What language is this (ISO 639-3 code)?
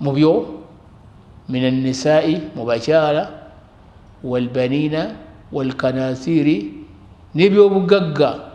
lug